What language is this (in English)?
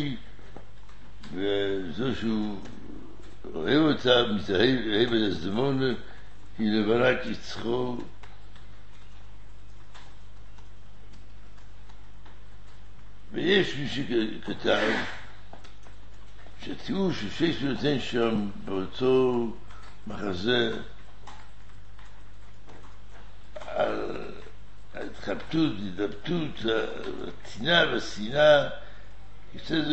Hebrew